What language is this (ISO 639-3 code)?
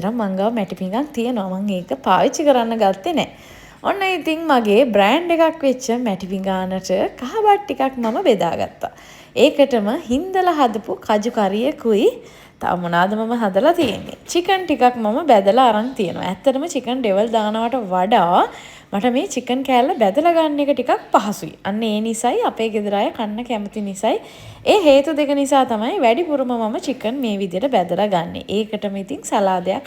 sin